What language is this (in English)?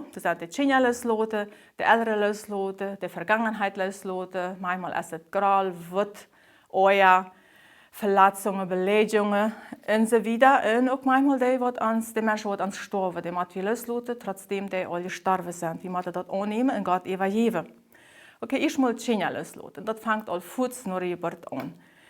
Plautdietsch